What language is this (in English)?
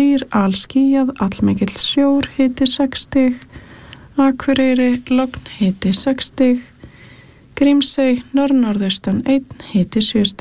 Icelandic